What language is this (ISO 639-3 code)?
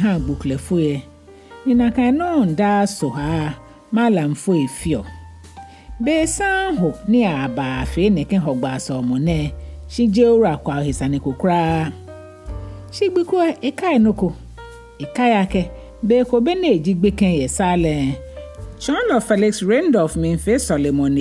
gaa